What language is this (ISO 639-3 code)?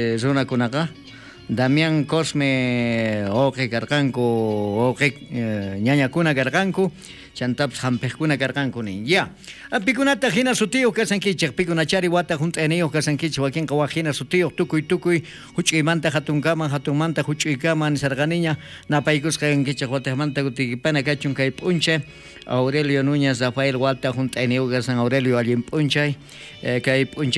quh